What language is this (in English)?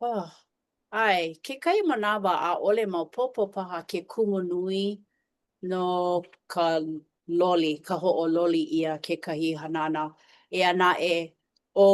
Hawaiian